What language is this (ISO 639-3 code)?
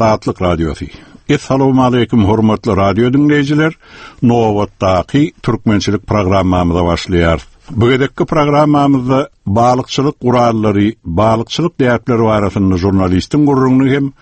tuk